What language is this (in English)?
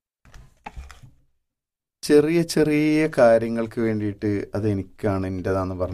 Malayalam